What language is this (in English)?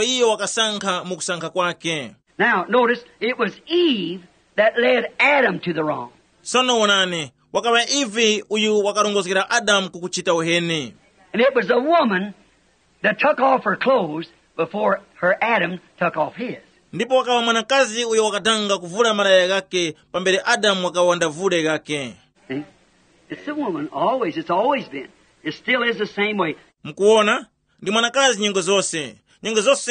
Tumbuka